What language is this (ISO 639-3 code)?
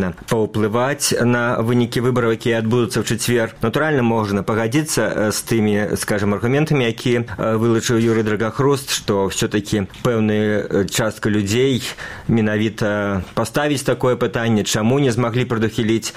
bel